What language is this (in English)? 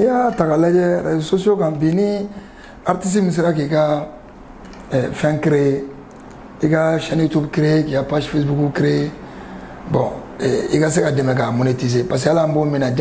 Bambara